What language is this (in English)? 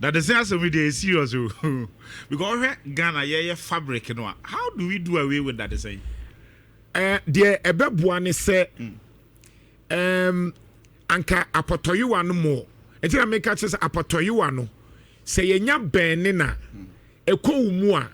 Akan